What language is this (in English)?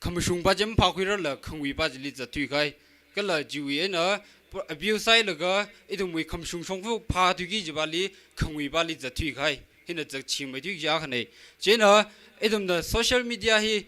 Tangkhul Naga (India)